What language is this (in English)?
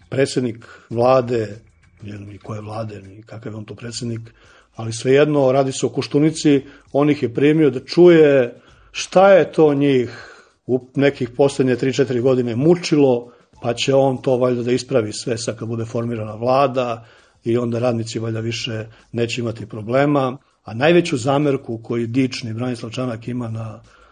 Serbian